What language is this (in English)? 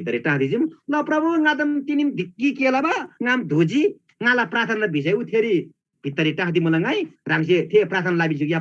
Eastern Tamang